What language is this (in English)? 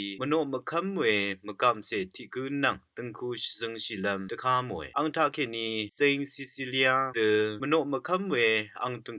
Rawang